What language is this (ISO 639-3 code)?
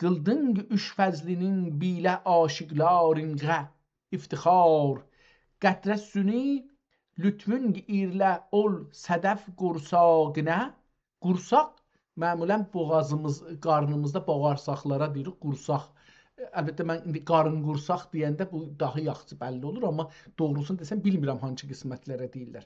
azb